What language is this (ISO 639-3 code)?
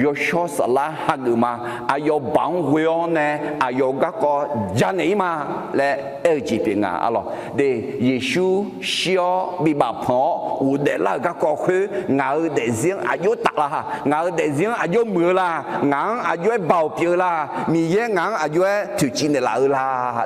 ahk